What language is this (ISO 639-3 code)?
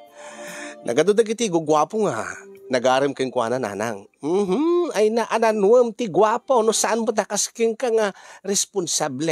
ilo